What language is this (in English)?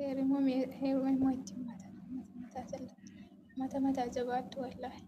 Oromo